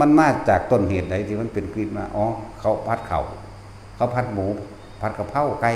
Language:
Lao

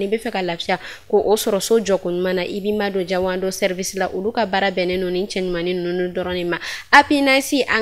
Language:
Bambara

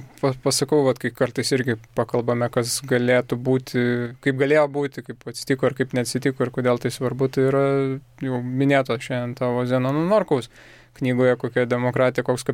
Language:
Lithuanian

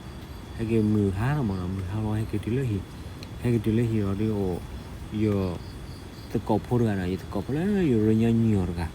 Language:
S'gaw Karen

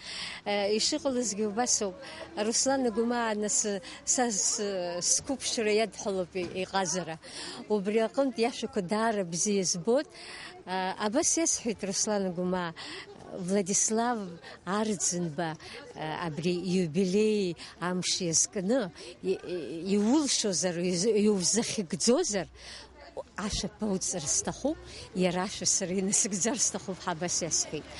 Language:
Abkhazian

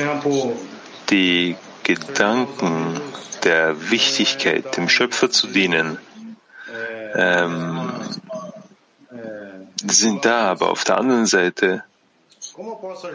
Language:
German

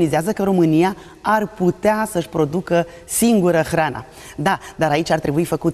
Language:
Romanian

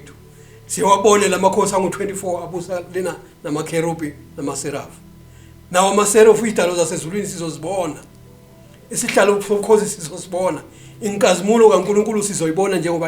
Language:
Zulu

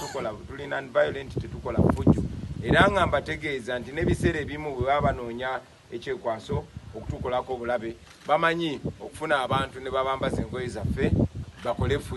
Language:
Ganda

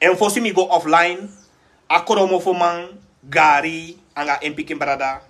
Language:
Sranan Tongo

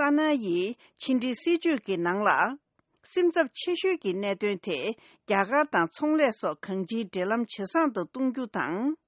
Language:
Tibetan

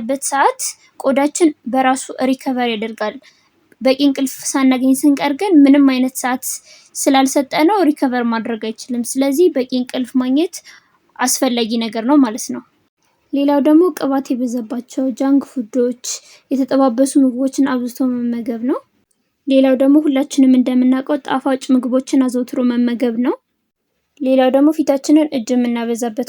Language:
Amharic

